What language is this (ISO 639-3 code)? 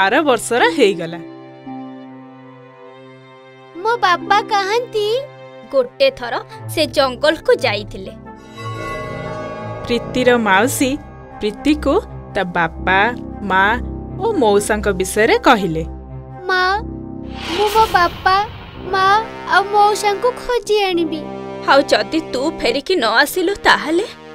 ori